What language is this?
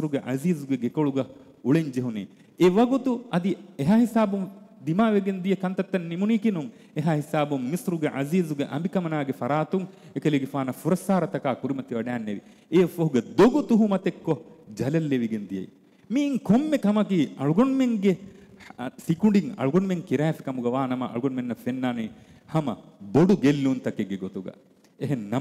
Divehi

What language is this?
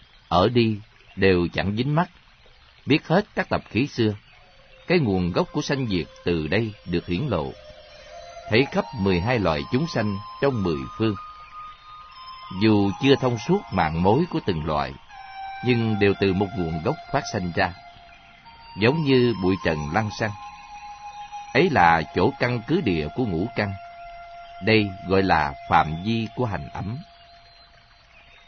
Vietnamese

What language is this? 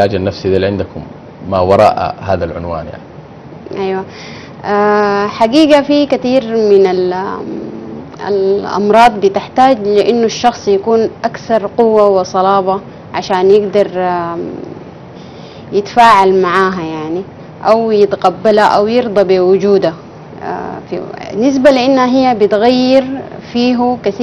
Sudanese Arabic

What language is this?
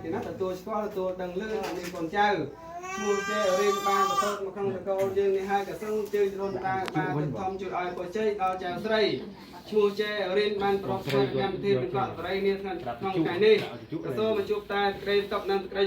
Khmer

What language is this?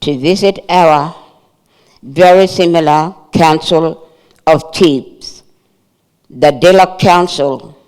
Fijian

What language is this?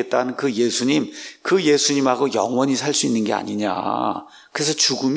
Korean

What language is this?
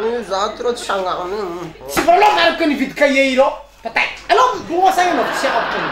Malagasy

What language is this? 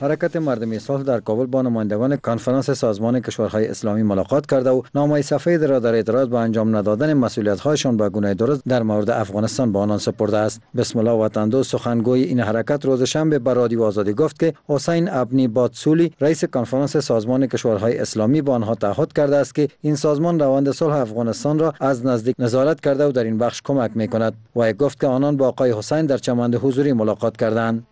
Persian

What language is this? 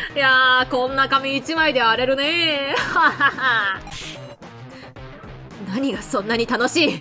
Japanese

